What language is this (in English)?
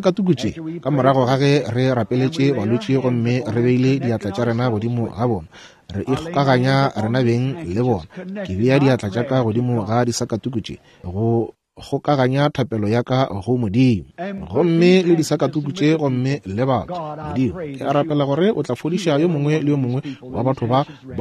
Northern Sotho